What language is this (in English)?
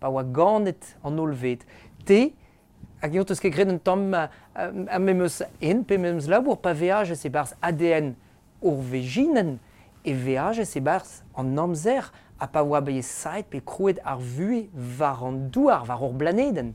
Breton